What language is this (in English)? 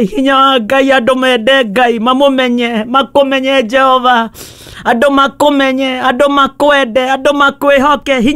Kikuyu